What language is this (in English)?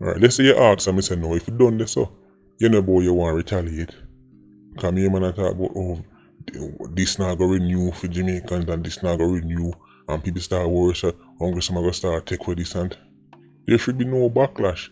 Jamaican Creole English